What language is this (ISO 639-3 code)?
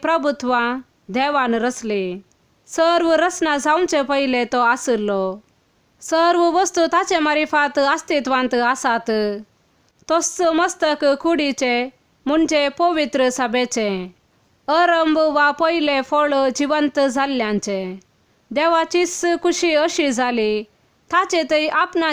kok